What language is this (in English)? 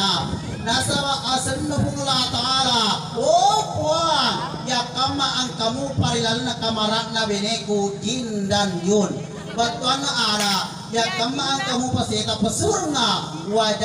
Buginese